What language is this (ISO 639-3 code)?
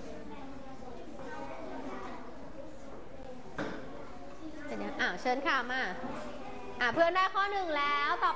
tha